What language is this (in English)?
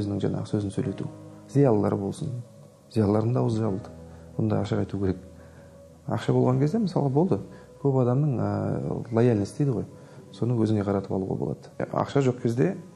Kazakh